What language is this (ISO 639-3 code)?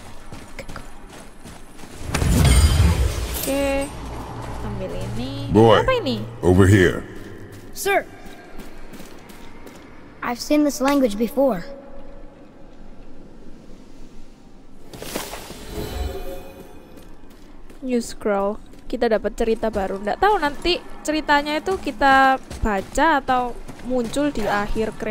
ind